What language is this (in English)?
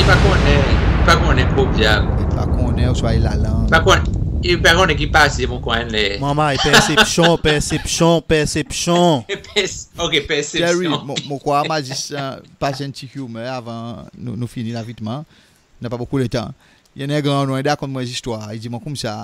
Seselwa Creole French